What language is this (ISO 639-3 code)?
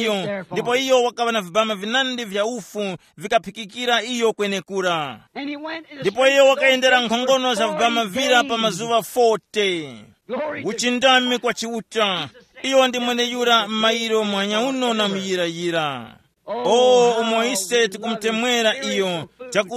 tum